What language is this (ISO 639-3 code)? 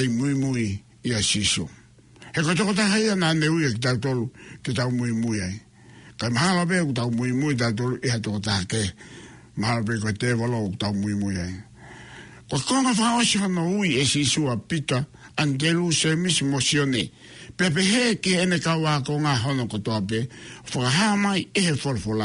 ton